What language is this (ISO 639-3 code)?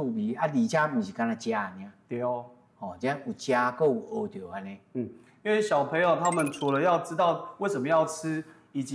nan